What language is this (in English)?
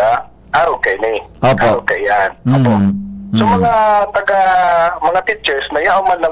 Bikol